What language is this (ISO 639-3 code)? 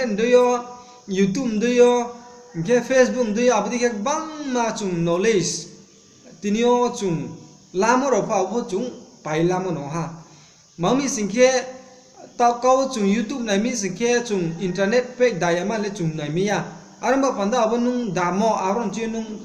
ria